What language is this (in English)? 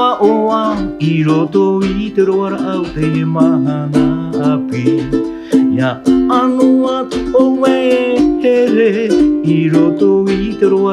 Tahitian